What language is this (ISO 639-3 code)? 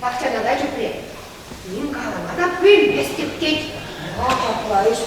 chv